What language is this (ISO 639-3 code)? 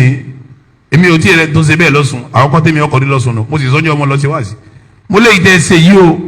yor